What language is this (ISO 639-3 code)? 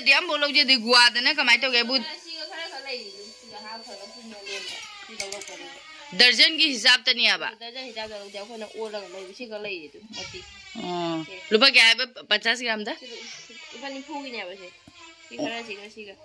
mni